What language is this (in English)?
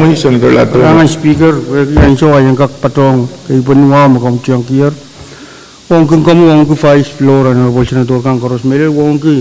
Pohnpeian